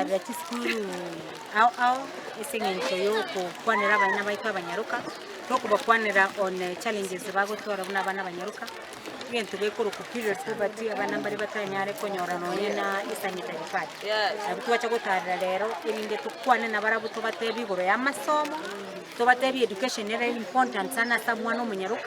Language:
Gusii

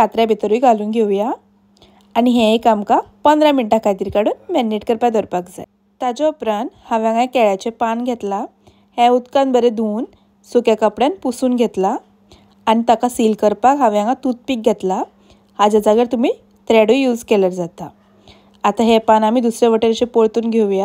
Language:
Konkani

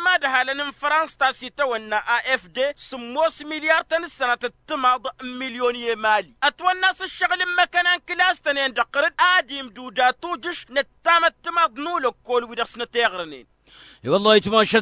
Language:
Tamasheq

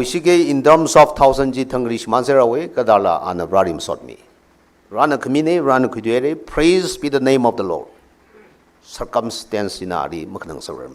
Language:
Tangkhul Naga (India)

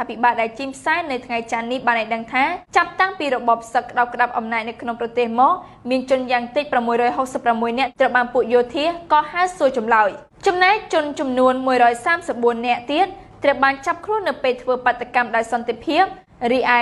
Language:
Khmer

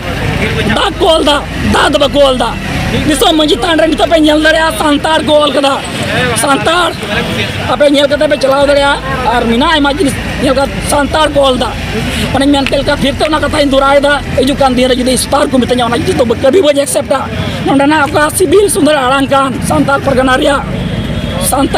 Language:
Santali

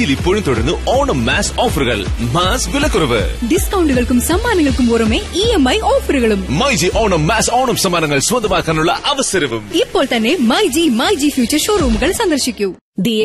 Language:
Malayalam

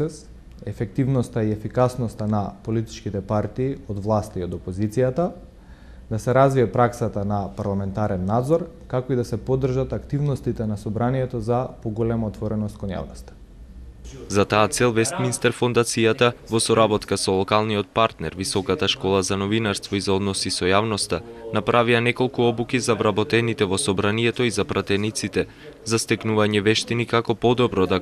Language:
Macedonian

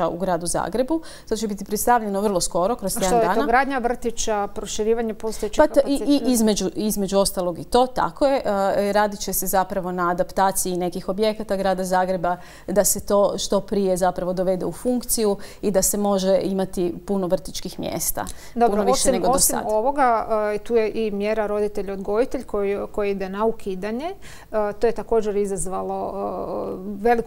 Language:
Croatian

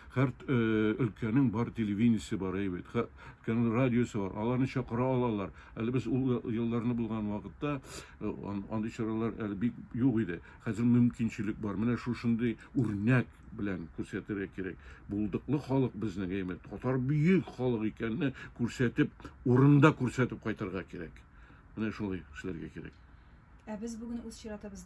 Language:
Tatar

